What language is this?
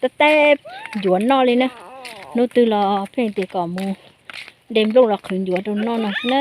Hmong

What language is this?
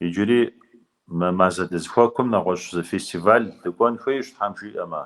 Kabardian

